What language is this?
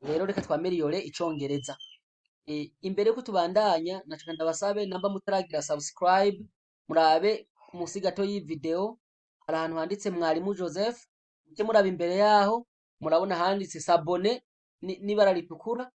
Rundi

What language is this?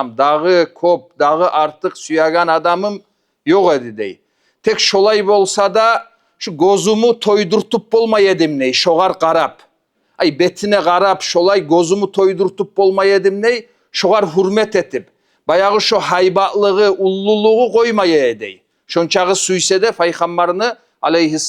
Kumyk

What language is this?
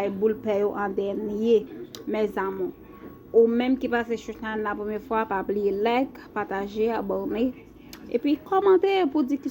Haitian Creole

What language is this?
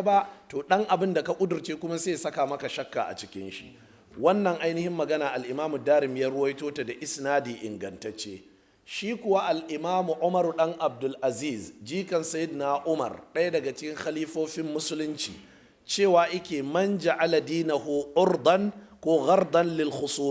Hausa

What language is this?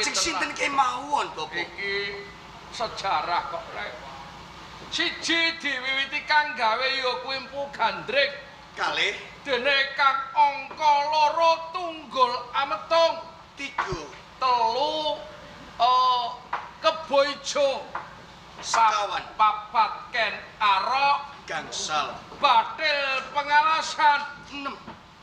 Javanese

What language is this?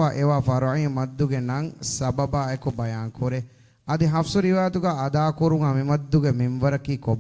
Divehi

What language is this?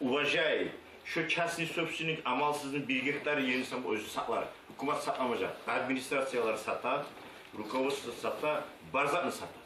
Kumyk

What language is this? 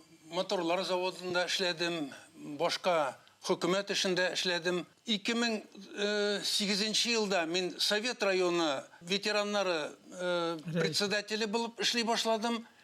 Bashkir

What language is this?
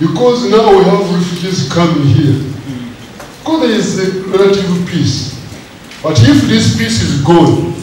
Nyankole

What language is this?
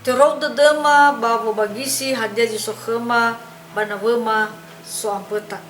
Nias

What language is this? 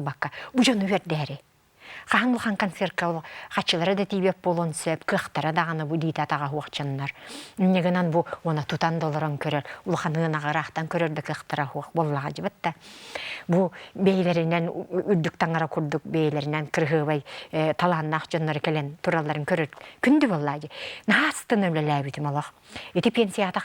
Yakut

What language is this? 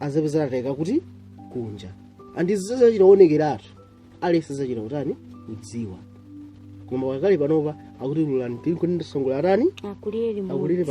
Nyanja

